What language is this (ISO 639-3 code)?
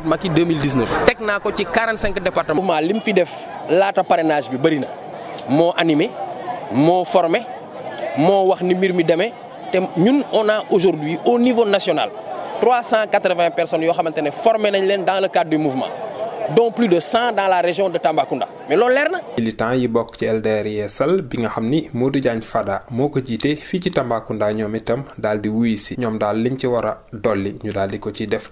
wol